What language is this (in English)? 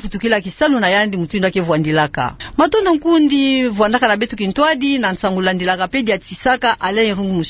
Kituba (Democratic Republic of Congo)